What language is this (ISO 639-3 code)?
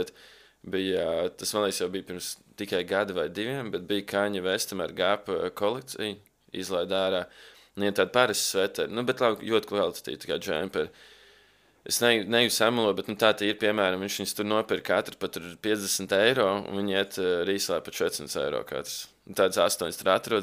lav